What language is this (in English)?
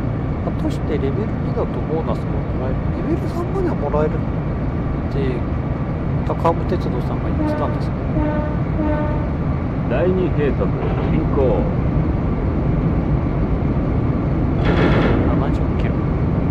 Japanese